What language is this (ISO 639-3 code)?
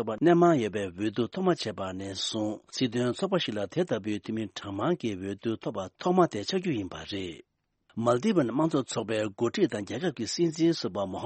bod